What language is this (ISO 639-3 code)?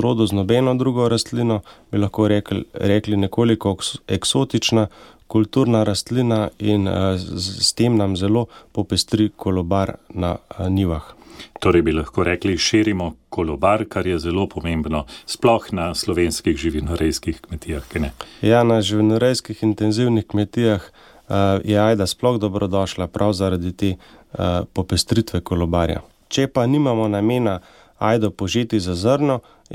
slv